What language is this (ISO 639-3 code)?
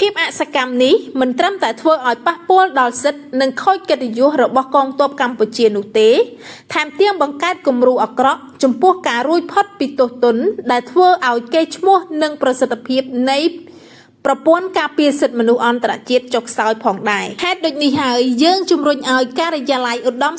khm